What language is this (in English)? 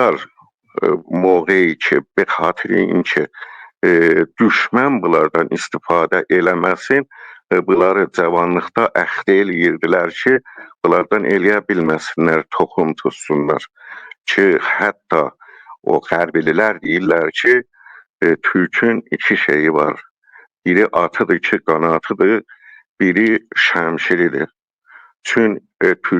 South Azerbaijani